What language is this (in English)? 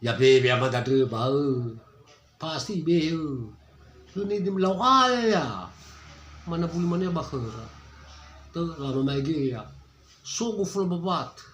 Nias